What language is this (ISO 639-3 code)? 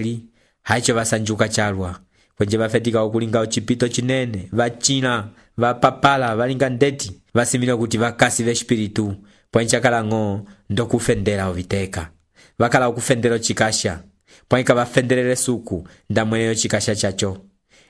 umb